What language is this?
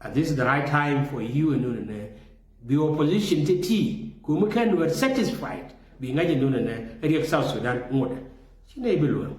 Nuer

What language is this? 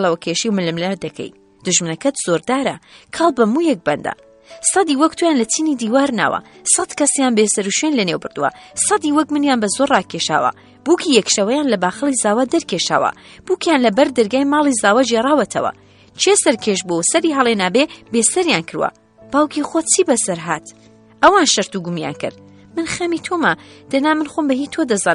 Central Kurdish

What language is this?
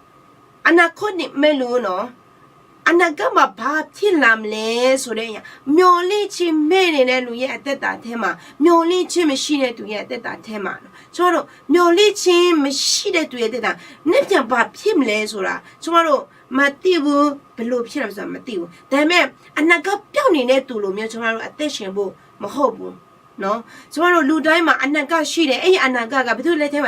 Akha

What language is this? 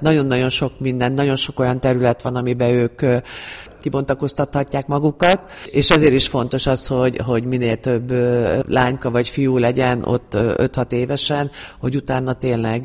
Hungarian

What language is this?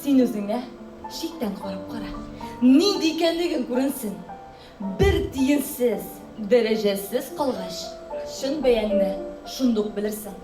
Tatar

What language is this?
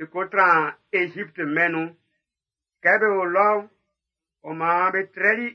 Baoulé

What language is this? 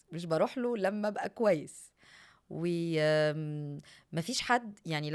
Egyptian Arabic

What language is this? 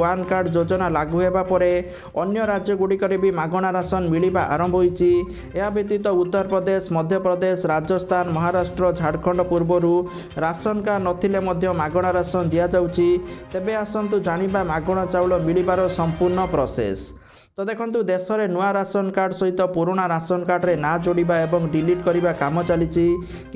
Odia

